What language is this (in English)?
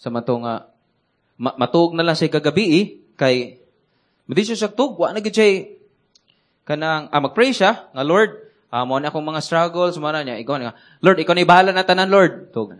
Cebuano